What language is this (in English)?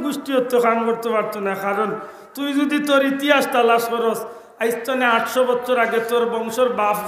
Sylheti